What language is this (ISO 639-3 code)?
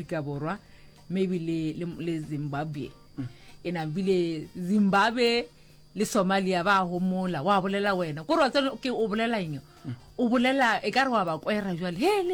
nso